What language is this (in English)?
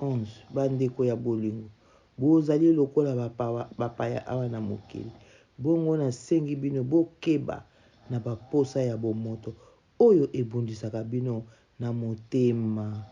Lingala